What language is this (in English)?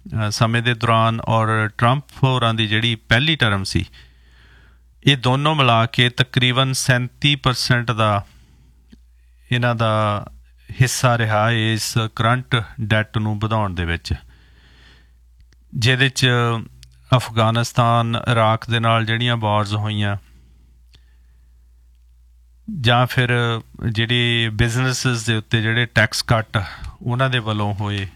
Punjabi